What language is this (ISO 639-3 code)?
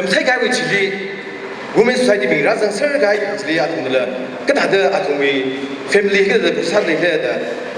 nmf